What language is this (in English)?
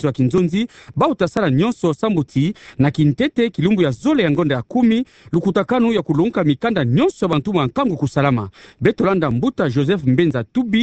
Kituba (Democratic Republic of Congo)